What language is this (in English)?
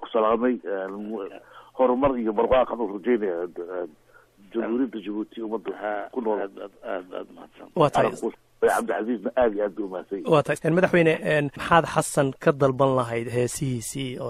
Somali